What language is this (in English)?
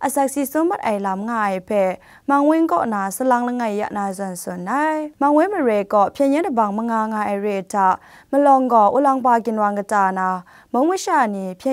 Kachin